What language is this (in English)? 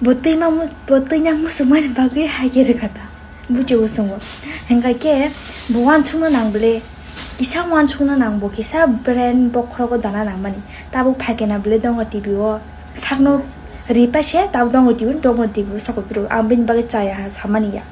Kok Borok